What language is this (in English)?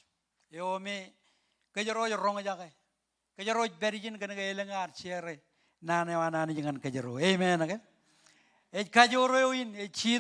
Marshallese